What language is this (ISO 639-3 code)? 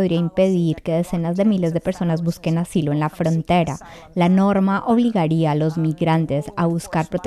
spa